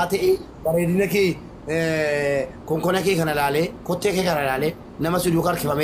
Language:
Oromo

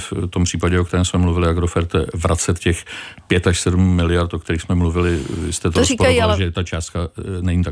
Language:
Czech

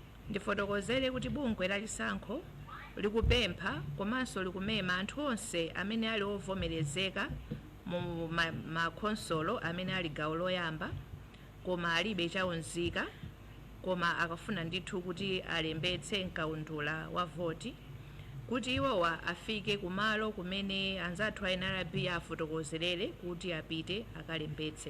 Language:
Nyanja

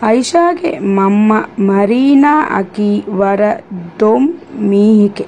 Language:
Divehi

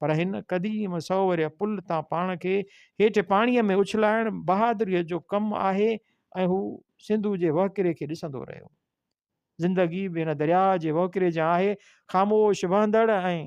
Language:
Sindhi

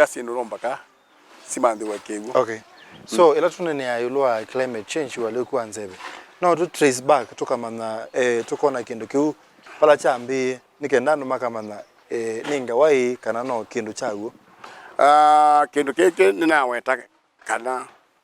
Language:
Kamba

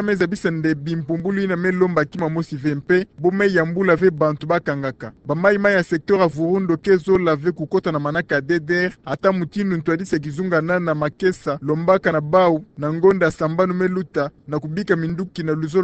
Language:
Kituba (Democratic Republic of Congo)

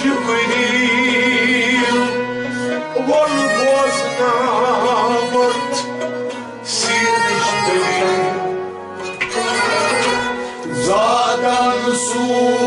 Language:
Persian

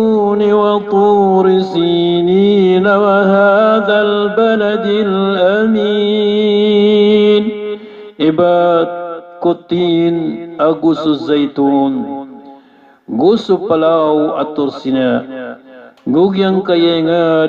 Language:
Maranao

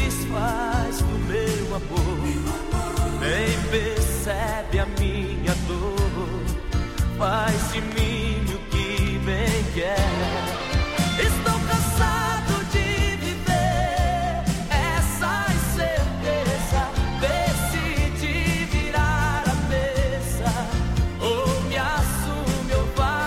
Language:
Portuguese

